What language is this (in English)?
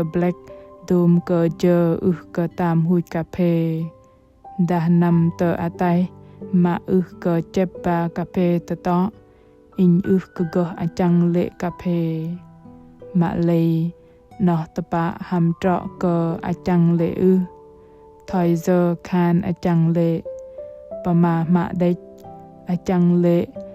Bahnar